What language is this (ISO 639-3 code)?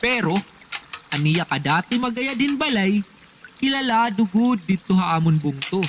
war